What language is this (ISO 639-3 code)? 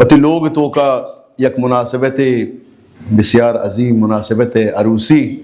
bal